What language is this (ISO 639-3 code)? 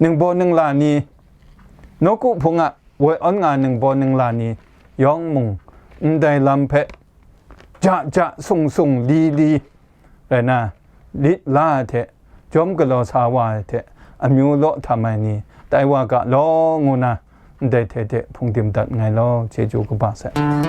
kac